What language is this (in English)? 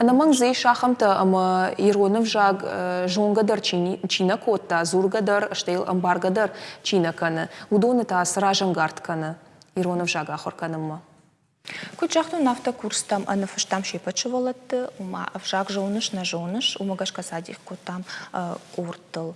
Ossetic